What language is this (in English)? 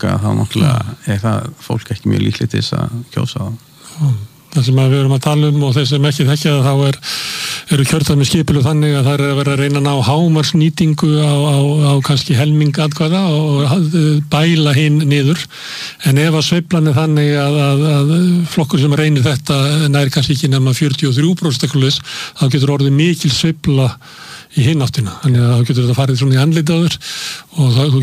Icelandic